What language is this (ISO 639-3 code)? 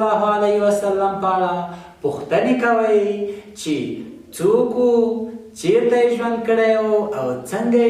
pus